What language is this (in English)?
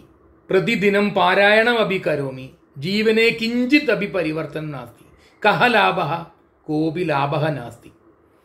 Sanskrit